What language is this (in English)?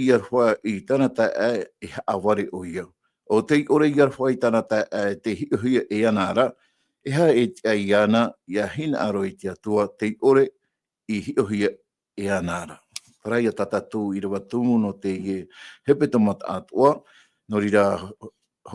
Tahitian